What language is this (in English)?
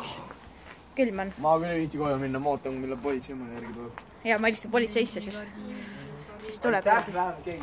Estonian